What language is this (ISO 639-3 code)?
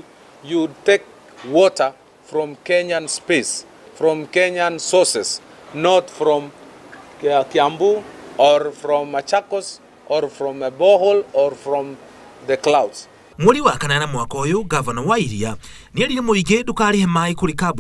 kik